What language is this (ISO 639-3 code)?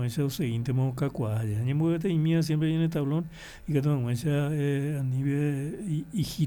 grn